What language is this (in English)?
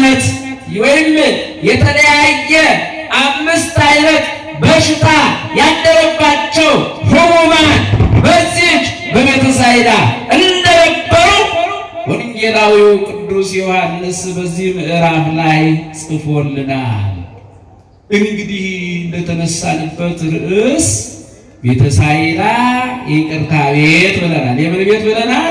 Amharic